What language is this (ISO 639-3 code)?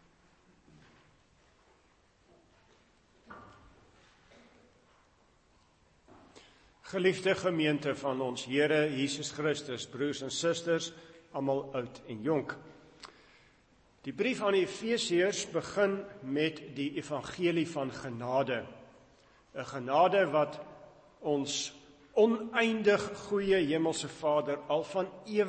afr